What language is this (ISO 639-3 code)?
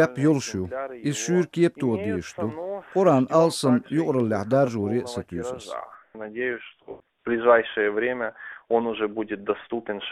che